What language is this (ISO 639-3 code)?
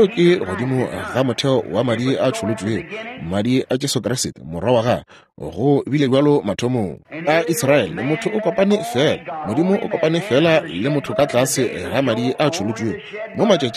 nso